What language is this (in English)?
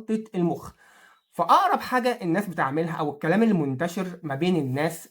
Egyptian Arabic